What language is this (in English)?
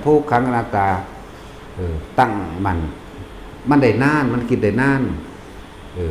Northeastern Thai